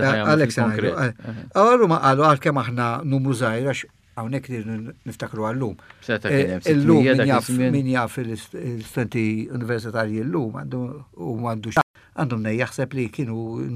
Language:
Maltese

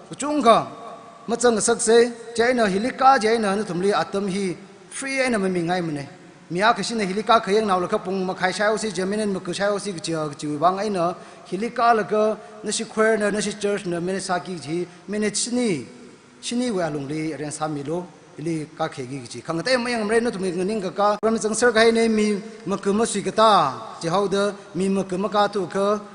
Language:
Tangkhul Naga (India)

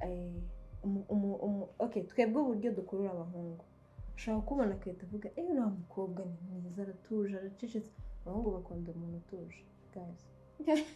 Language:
Kinyarwanda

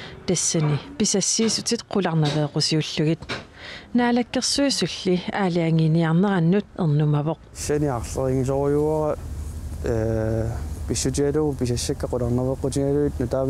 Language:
Kalaallisut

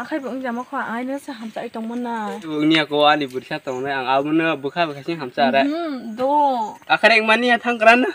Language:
Kok Borok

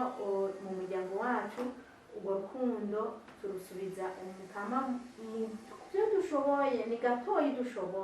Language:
Rundi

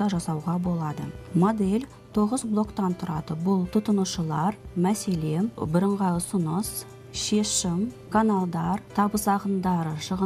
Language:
Kazakh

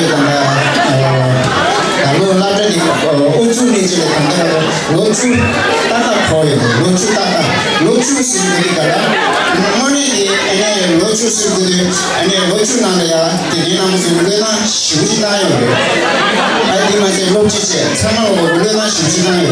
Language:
Tibetan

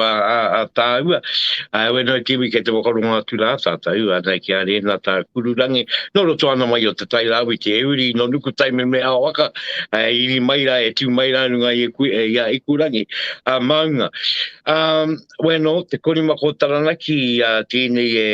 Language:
Māori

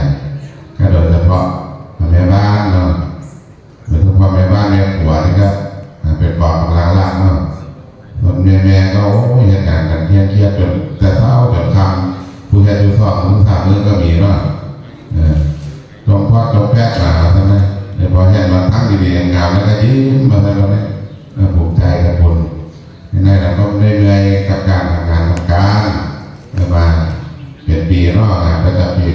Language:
Pali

